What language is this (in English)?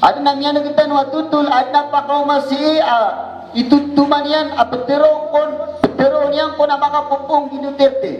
Maranao